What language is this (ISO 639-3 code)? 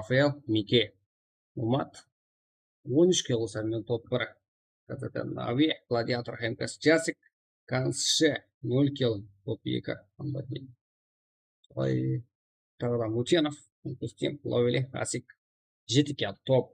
kaa